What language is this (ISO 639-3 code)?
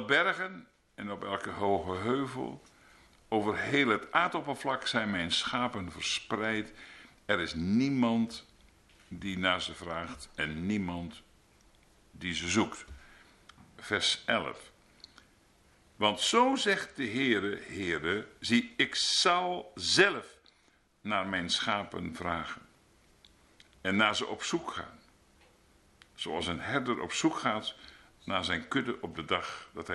nld